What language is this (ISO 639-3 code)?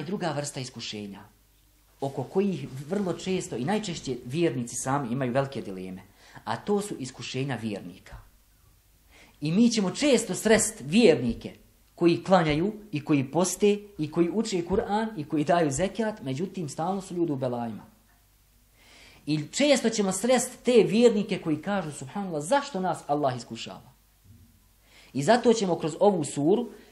bos